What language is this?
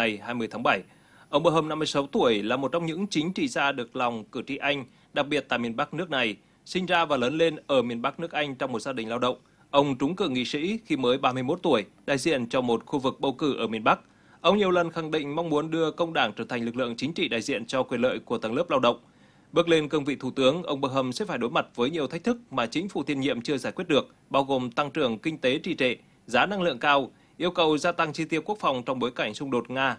Vietnamese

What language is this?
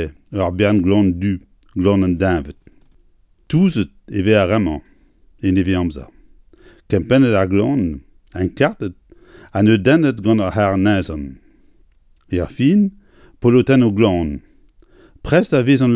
Breton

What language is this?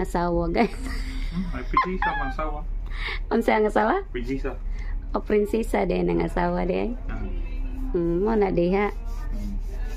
Cebuano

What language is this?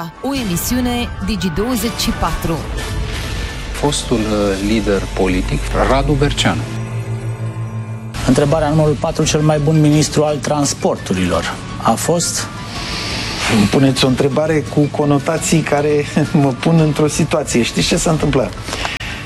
Romanian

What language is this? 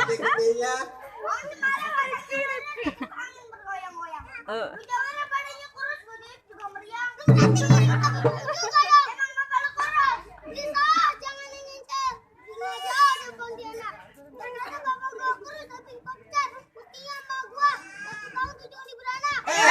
Betawi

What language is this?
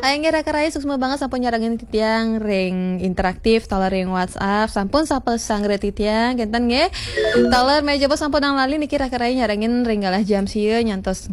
Balinese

